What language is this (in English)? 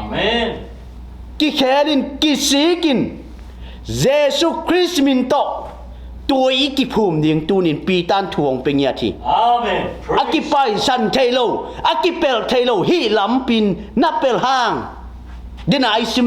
Tedim Chin